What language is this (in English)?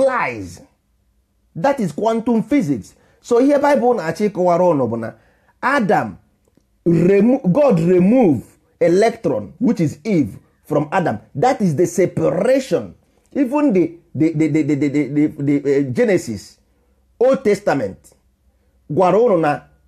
Igbo